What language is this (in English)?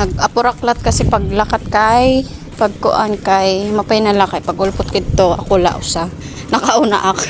Waray